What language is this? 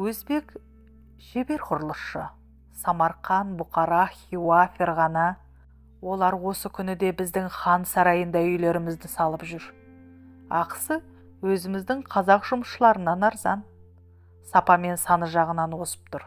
Kazakh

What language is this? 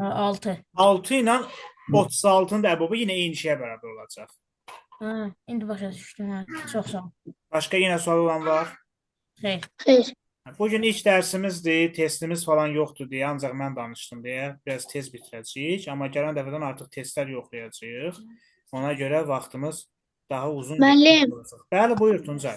Azerbaijani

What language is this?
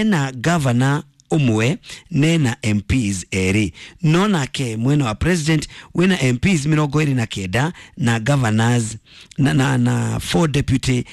Kikuyu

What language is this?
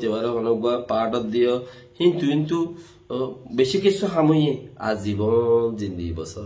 Rohingya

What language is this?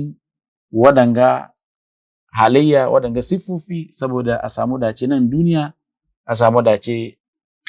Hausa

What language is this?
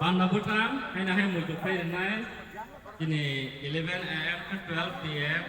Kok Borok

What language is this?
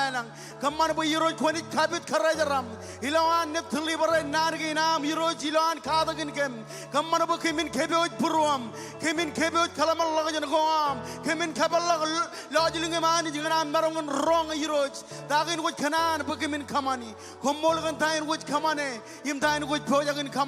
Marshallese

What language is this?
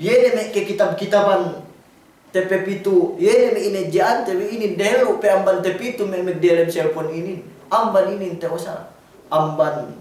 Yakan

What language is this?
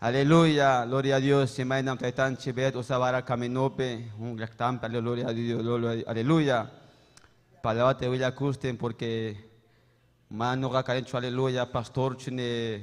Ayacucho Quechua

